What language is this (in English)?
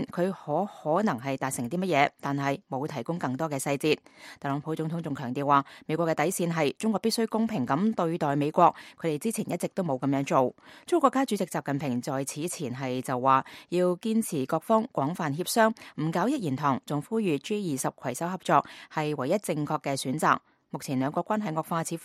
Cantonese